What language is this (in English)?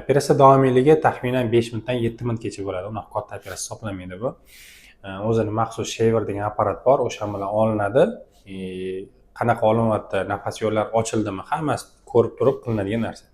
Uzbek